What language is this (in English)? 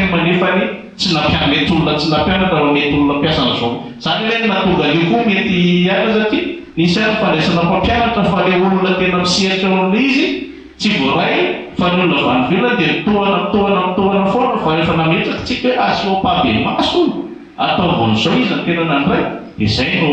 Malagasy